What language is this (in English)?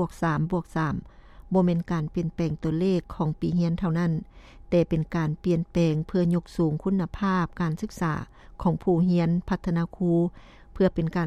Lao